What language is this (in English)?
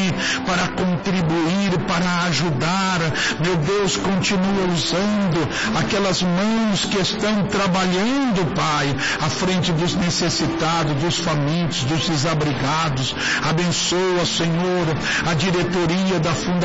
Portuguese